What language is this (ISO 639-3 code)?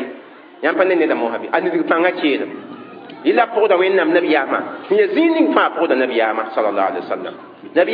mos